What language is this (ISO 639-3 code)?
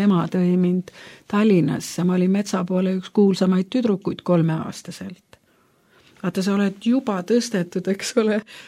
est